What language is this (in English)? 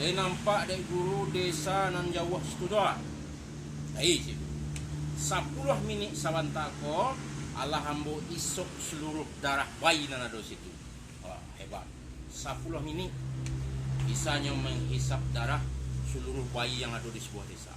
Minangkabau